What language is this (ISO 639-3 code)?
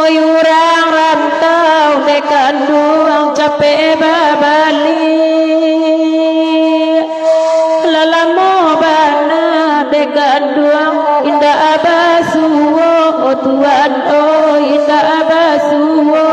min